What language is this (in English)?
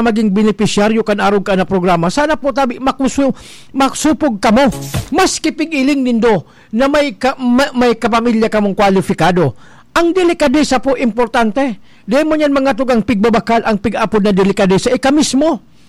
Bikol